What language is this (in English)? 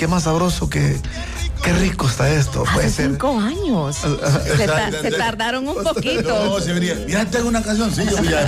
Spanish